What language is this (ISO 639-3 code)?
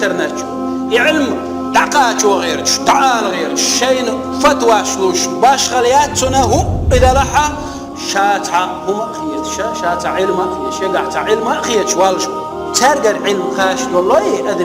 che